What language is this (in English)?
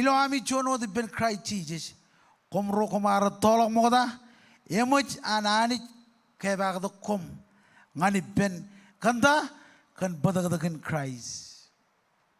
Marshallese